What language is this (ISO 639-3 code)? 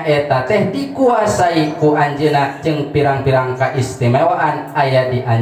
sun